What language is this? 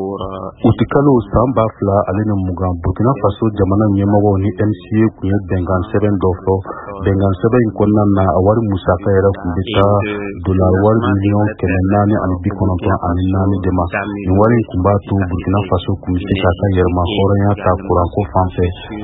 Bambara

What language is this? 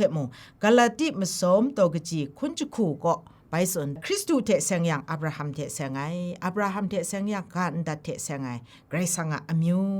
Kachin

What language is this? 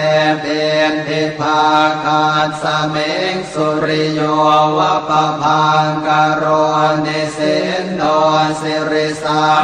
Pali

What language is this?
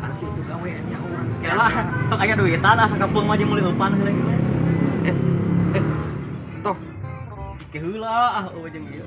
Sundanese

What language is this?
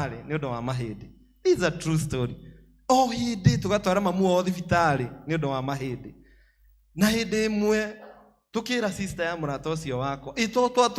Kikuyu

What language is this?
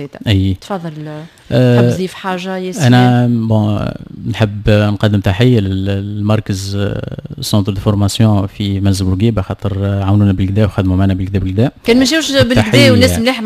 Tunisian Arabic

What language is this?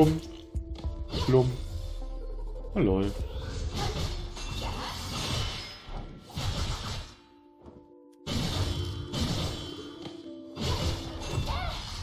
German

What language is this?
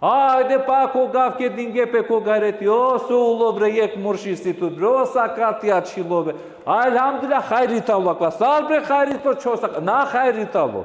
Balkan Romani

